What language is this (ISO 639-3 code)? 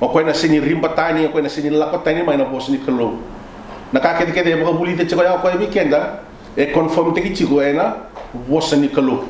fij